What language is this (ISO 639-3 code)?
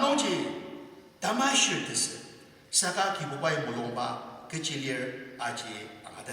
njo